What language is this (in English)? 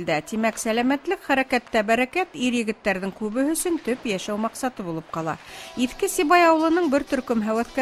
Bashkir